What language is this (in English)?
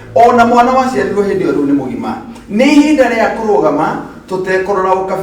Kikuyu